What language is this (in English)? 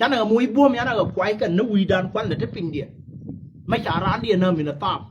Nuer